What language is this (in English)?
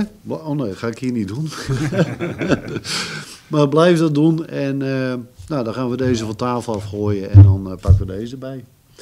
Dutch